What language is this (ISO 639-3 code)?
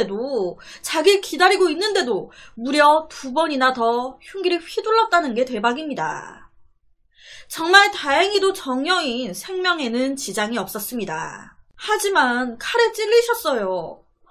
kor